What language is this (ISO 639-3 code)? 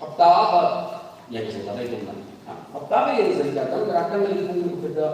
nmf